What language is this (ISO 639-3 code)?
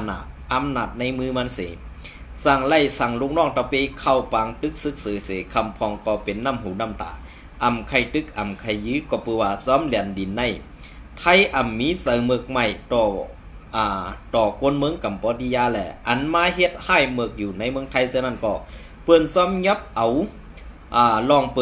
shn